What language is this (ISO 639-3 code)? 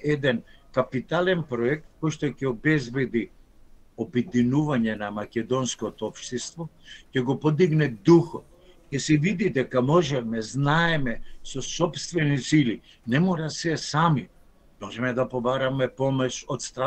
mkd